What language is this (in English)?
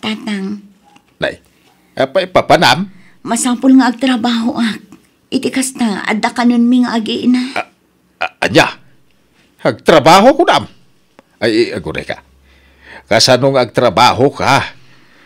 Iloko